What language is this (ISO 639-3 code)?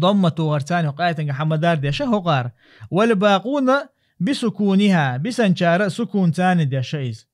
che